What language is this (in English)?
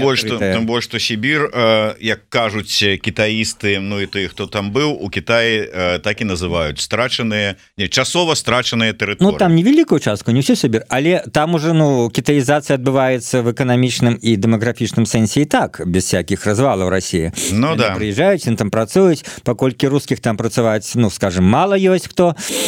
Belarusian